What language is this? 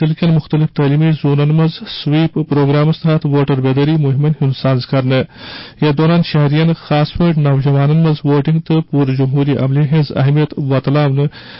Kashmiri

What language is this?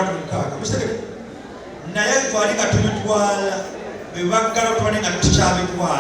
Ganda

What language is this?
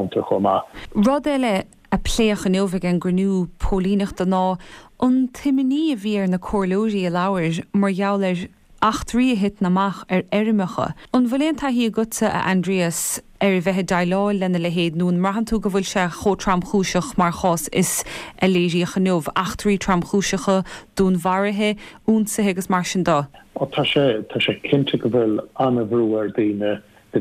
Irish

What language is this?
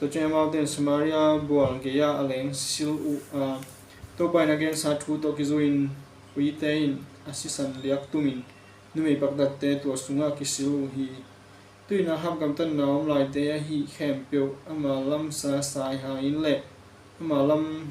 Tedim Chin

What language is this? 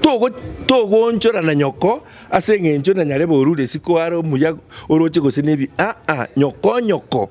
Gusii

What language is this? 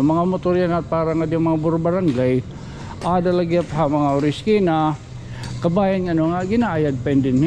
Waray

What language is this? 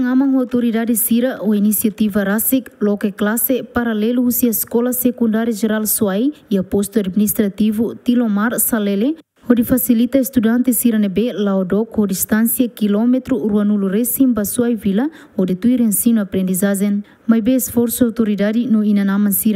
Tetum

